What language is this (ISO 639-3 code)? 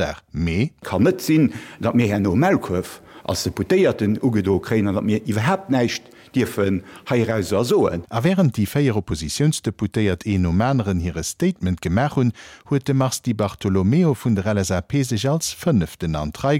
ltz